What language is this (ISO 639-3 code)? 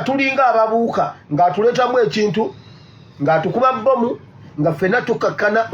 lug